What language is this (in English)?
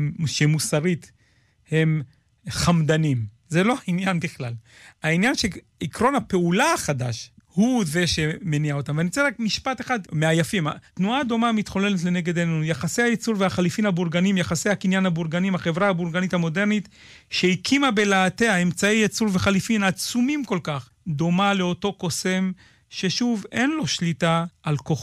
Hebrew